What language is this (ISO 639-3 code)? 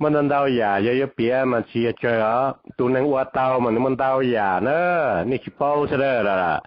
hmn